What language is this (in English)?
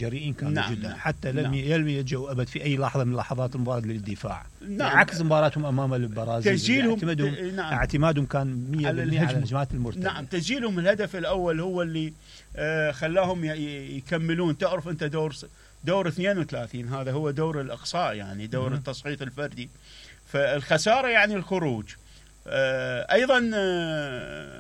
Mesopotamian Arabic